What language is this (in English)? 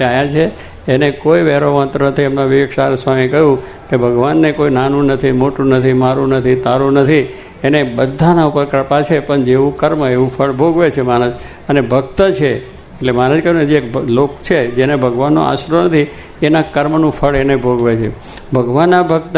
Gujarati